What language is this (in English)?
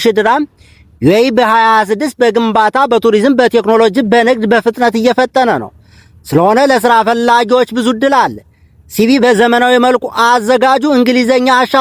Amharic